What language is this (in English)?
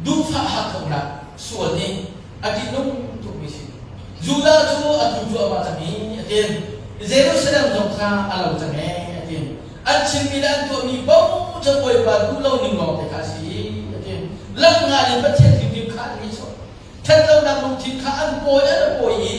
Hakha Chin